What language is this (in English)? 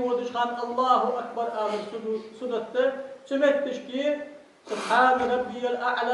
Ingush